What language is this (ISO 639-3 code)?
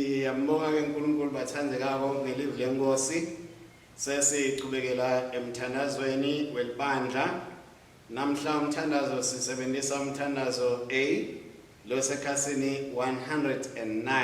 ssw